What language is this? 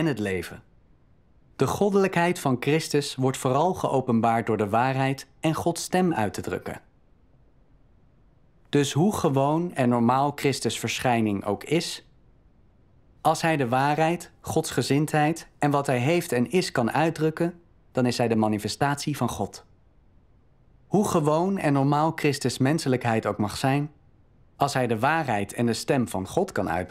Dutch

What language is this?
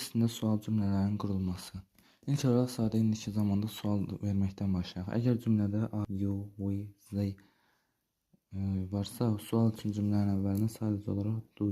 Azerbaijani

